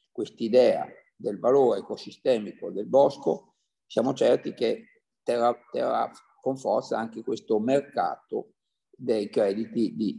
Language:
Italian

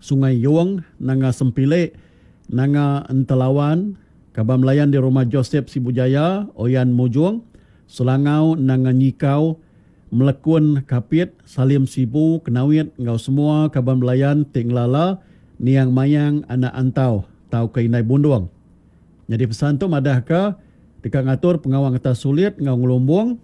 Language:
Iban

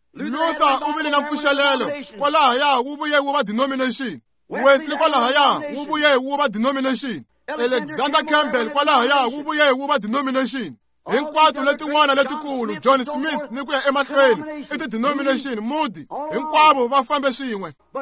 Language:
Tsonga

